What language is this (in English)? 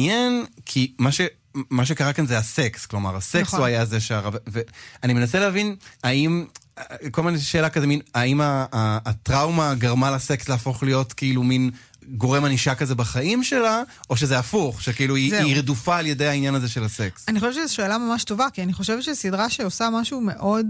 Hebrew